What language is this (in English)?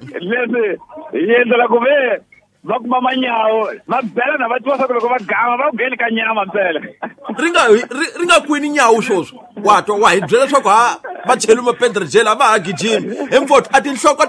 Tsonga